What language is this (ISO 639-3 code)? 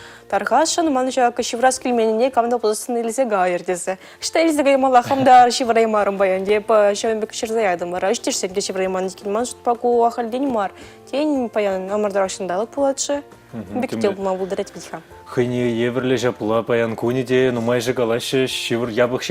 chv